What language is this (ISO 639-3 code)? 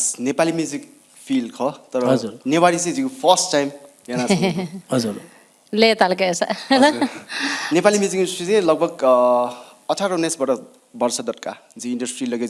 new